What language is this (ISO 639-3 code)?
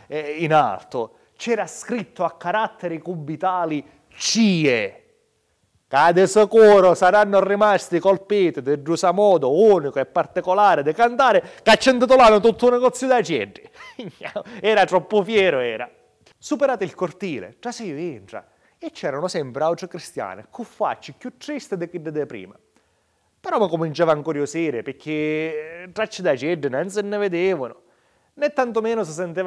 scn